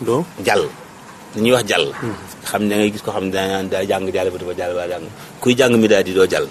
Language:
Wolof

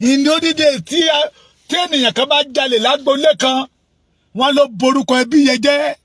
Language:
Yoruba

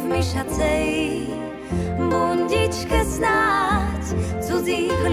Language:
Slovak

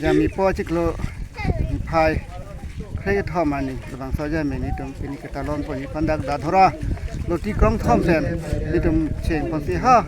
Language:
Karbi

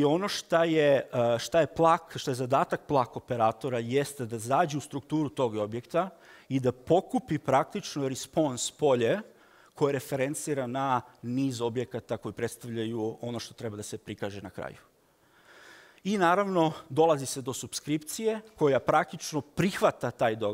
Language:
Serbian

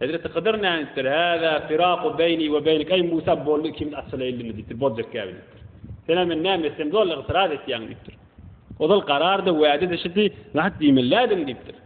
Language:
Turkmen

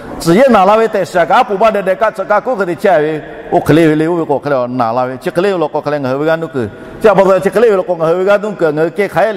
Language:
Lahu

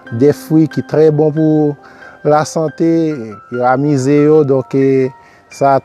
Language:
Haitian Creole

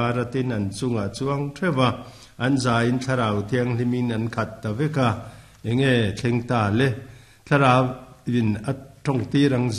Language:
Mizo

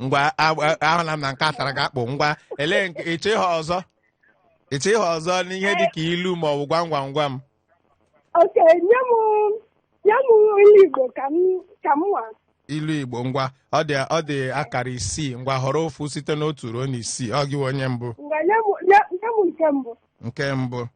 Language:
Igbo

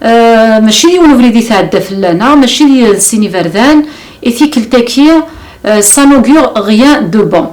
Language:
Kabyle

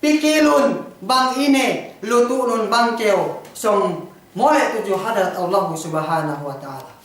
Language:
Yakan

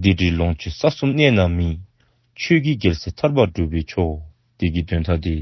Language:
Dzongkha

